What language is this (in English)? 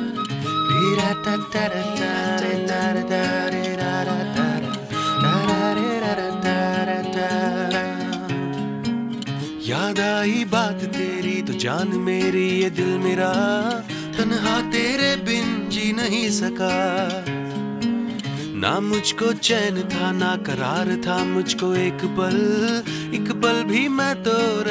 Hindi